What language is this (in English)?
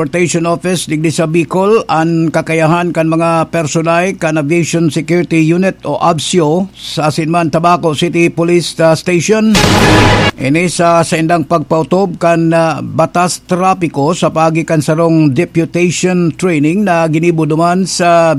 Bikol